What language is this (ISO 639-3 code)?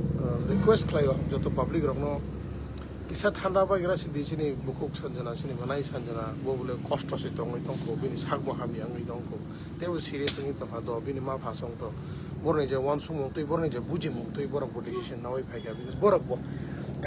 trp